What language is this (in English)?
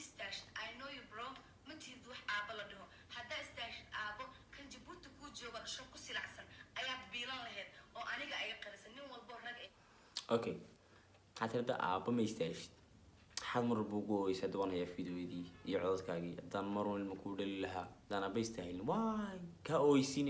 Somali